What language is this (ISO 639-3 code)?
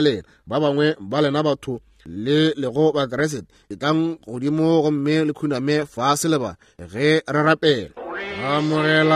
nso